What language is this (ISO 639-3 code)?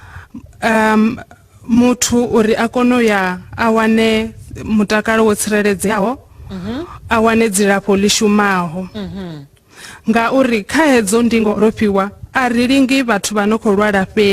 ven